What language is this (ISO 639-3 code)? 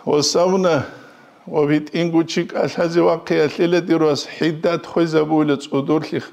ava